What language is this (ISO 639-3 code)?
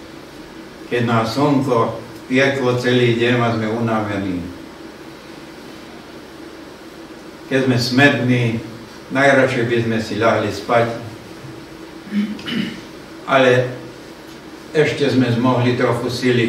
slk